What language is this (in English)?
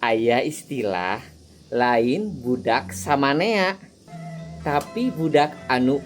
Sundanese